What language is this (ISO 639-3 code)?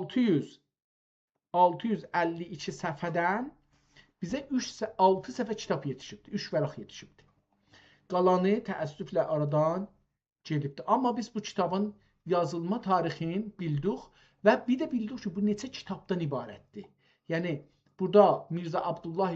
azb